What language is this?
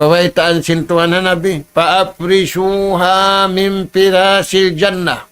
Tausug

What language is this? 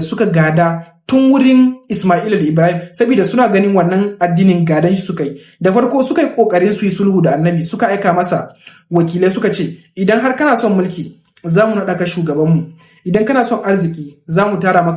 Hausa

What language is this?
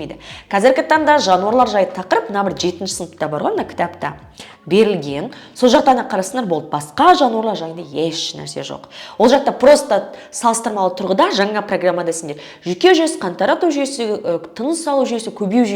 Kazakh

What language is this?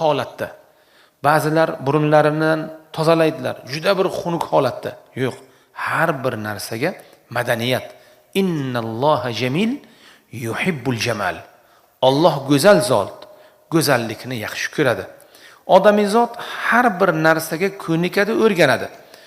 Uzbek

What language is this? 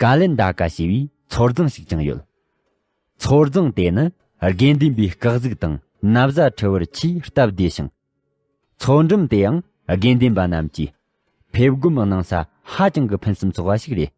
Tibetan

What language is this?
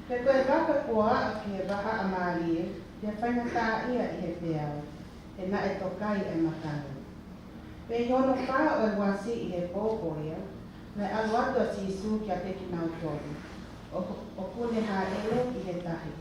Tongan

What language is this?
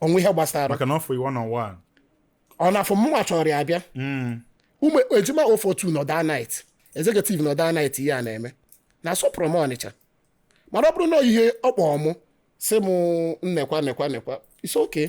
Igbo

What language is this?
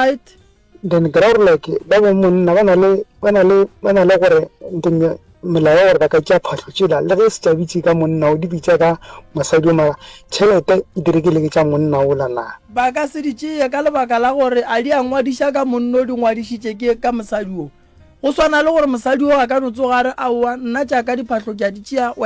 Northern Sotho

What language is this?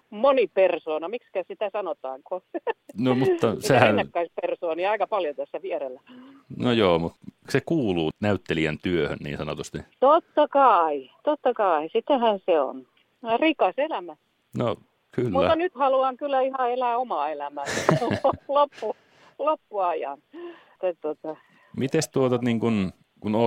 Finnish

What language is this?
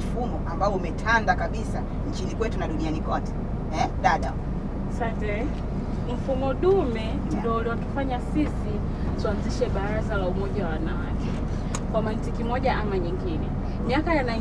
Swahili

